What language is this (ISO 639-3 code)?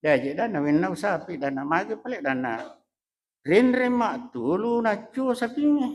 bug